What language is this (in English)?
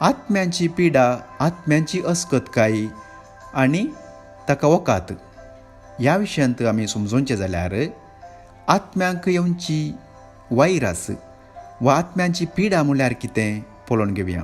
Konkani